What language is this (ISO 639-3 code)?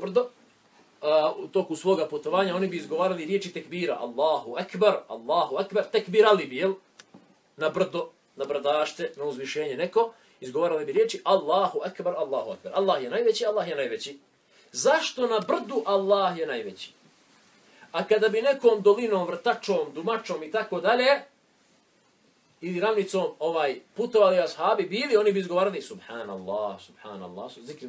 bos